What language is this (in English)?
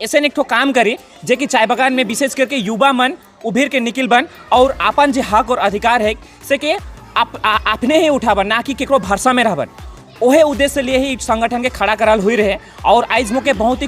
Sadri